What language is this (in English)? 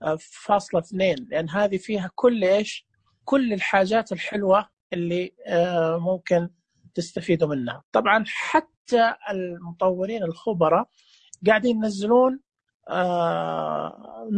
Najdi Arabic